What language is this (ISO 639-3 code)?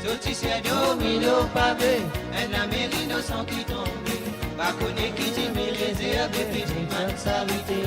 mfe